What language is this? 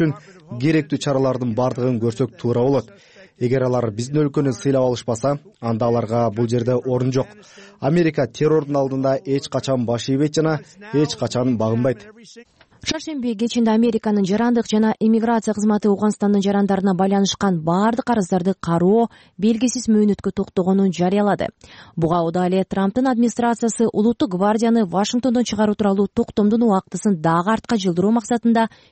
Kyrgyz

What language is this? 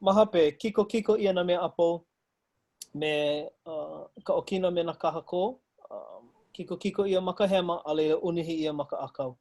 Hawaiian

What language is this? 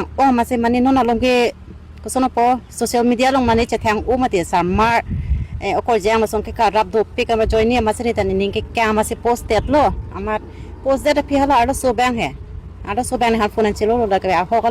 Karbi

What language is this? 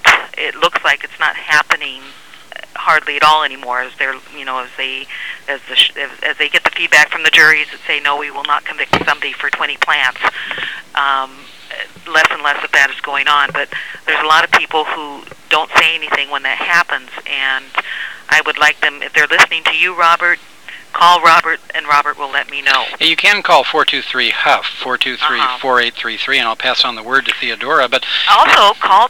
English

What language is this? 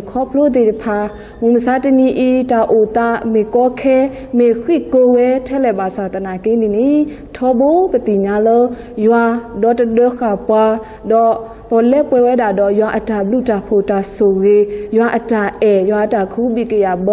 S'gaw Karen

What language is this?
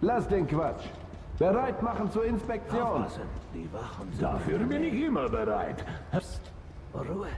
Bavarian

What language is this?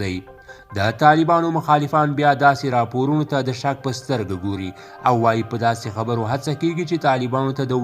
Pashto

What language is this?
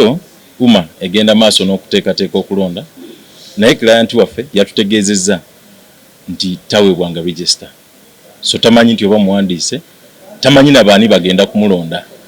Ganda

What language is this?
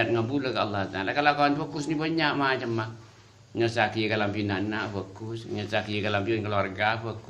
Madurese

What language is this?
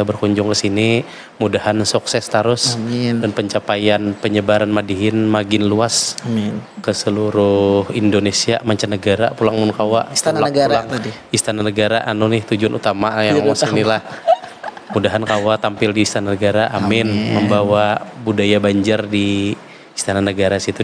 Banjar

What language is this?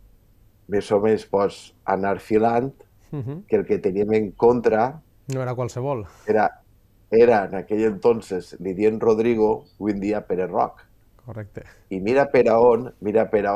Catalan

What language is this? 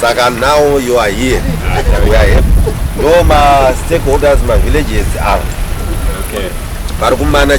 Shona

